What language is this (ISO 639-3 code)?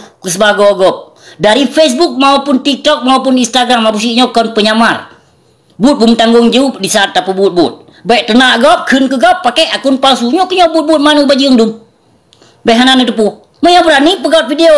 ace